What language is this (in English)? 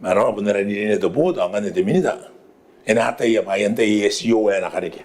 Gilbertese